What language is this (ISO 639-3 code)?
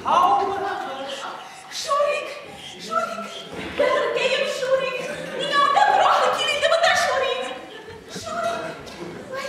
bak